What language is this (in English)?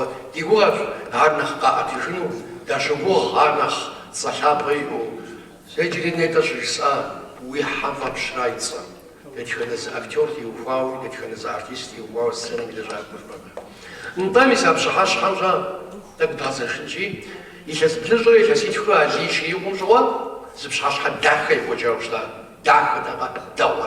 Kabardian